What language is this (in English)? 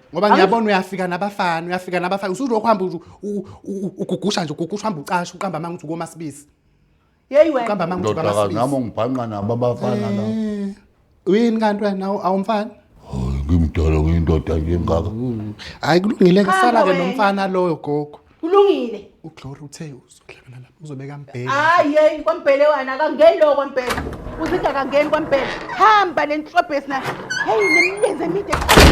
Zulu